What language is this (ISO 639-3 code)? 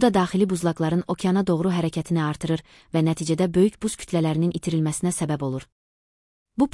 aze